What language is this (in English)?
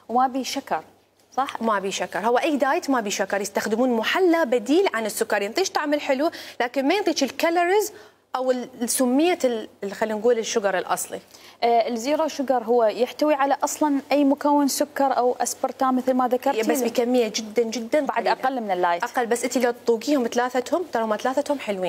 Mesopotamian Arabic